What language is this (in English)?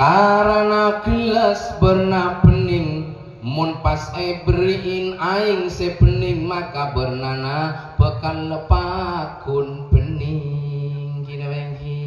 Madurese